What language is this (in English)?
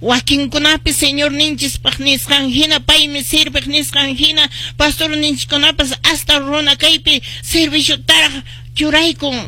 Quechua